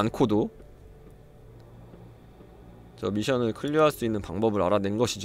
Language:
Korean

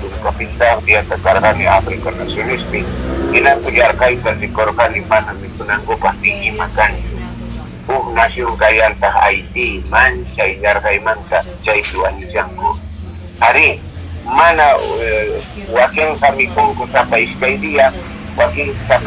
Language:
Quechua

